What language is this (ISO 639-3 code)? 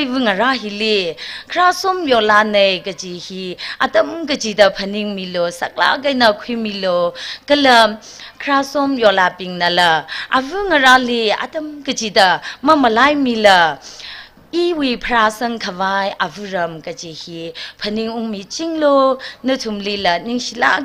nmf